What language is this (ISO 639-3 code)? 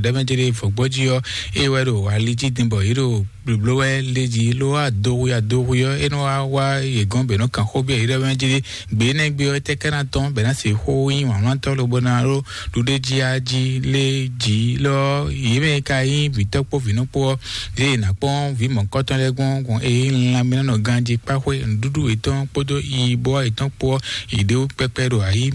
fon